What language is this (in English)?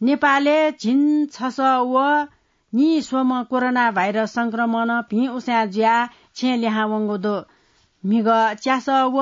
Newari